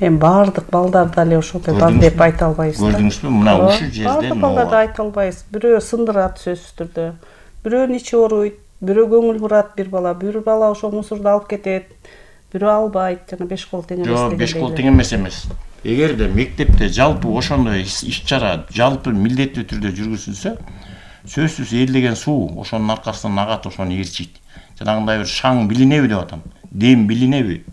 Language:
Kyrgyz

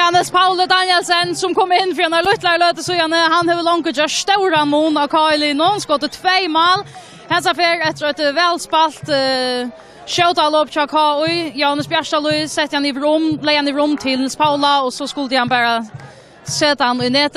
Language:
Faroese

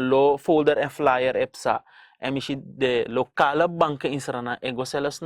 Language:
Sranan Tongo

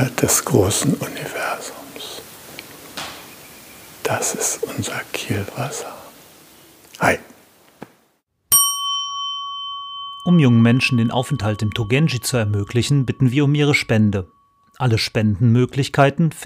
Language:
German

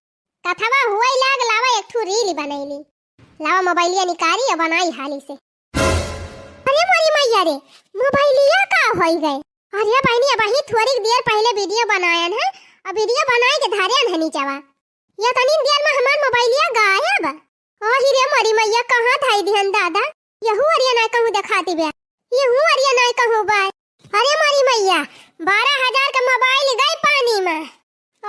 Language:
Bhojpuri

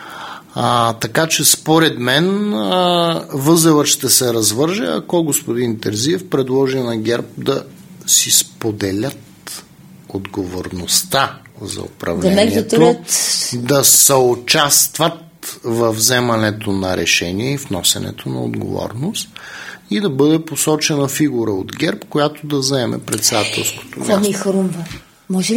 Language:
Bulgarian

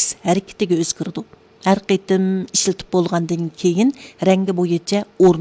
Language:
Uyghur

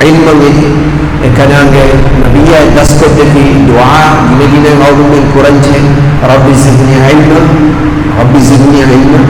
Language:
Divehi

